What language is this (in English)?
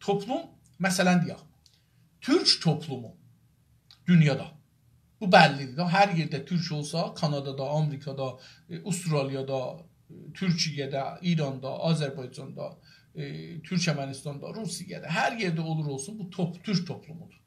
South Azerbaijani